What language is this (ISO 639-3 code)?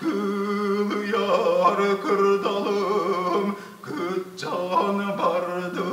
sah